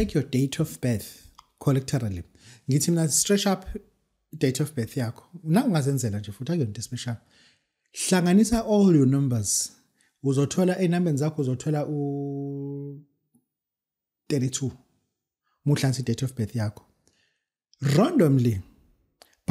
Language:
Zulu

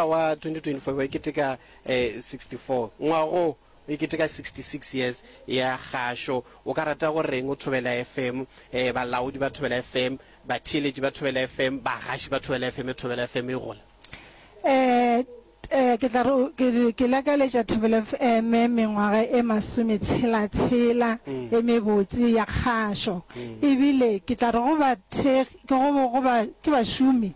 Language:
Northern Sotho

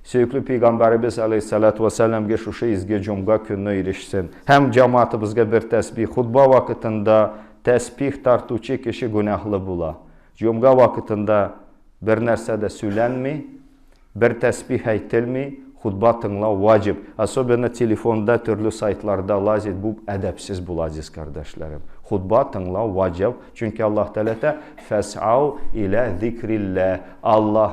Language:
Tatar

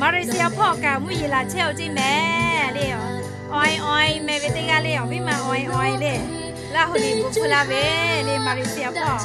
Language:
Lahu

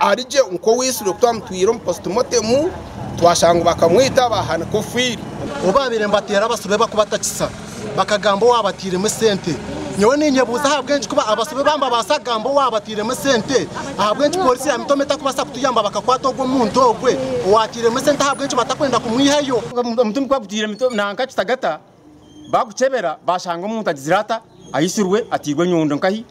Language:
Nyankole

